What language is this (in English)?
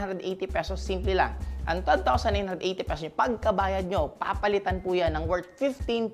Filipino